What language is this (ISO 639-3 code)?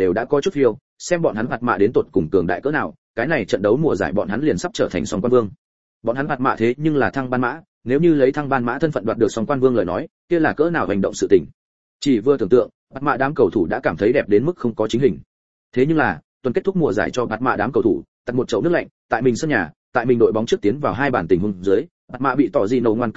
vie